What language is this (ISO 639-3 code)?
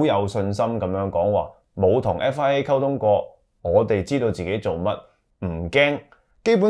yue